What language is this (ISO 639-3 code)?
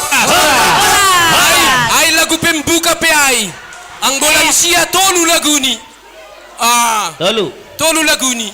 bts